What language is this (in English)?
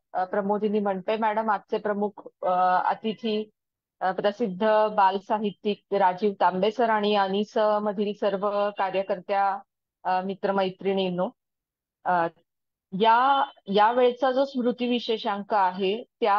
Marathi